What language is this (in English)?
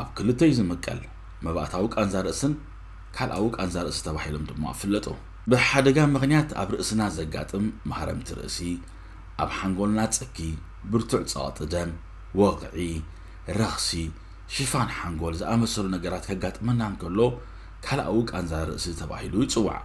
Tigrinya